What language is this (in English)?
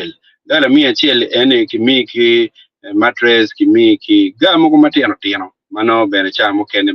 Acoli